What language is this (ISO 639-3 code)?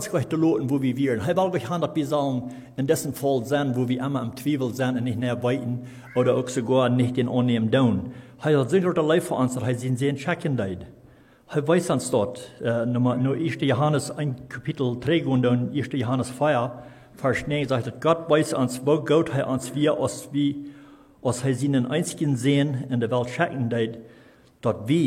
pdt